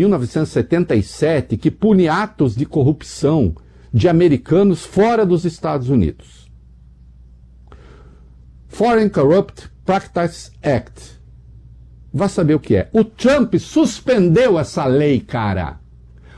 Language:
Portuguese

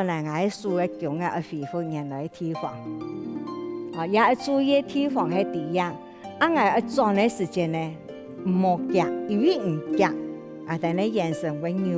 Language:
Hakka Chinese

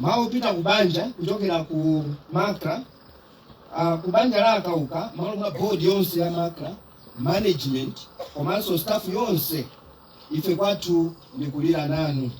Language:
Nyanja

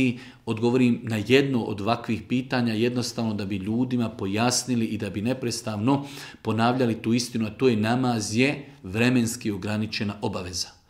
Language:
Bosnian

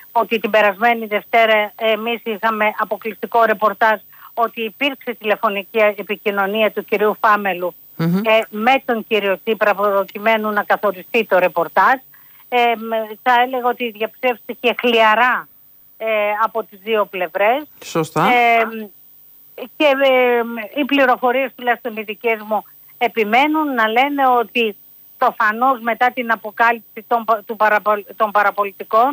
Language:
Greek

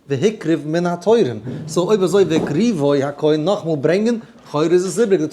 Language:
Yiddish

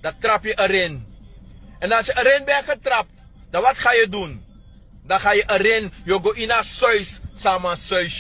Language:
Sranan Tongo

